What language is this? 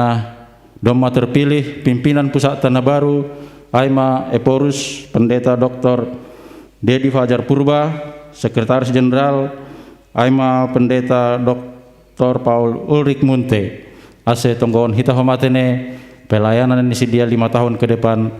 Batak Simalungun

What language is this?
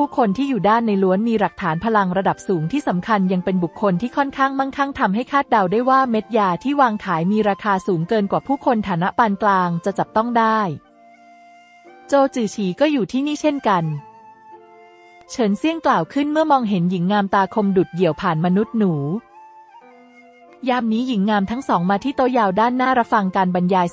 Thai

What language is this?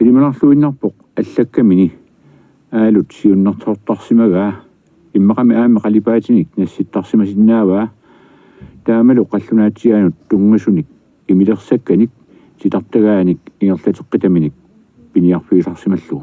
Kalaallisut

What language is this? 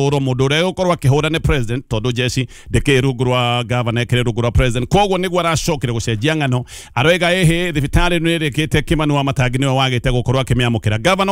Kikuyu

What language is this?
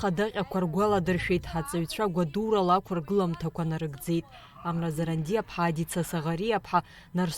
Abkhazian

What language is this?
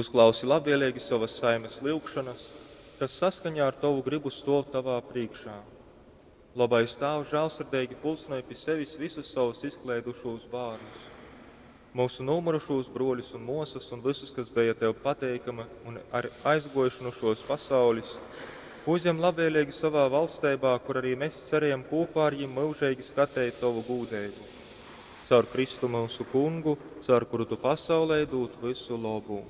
Latgalian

